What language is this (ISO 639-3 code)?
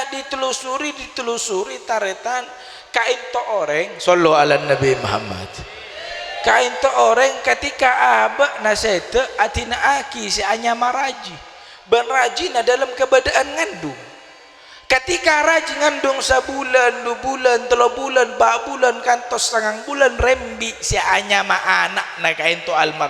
mad